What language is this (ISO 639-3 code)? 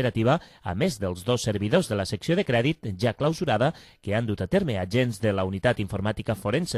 cat